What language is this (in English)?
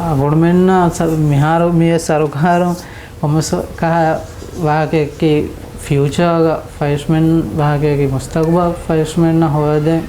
Divehi